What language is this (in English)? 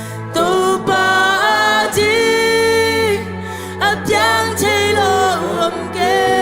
Tedim Chin